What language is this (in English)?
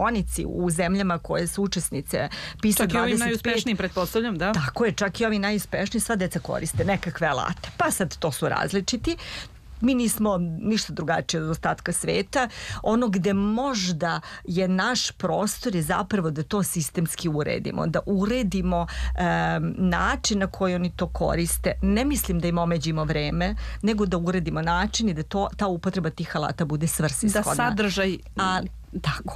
Serbian